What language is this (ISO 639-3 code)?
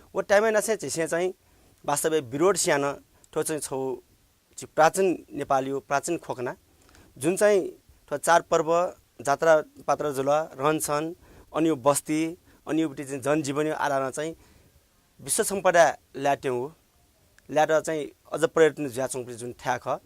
new